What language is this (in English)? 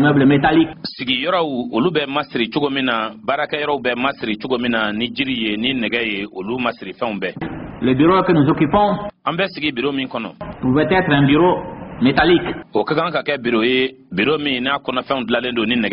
Bambara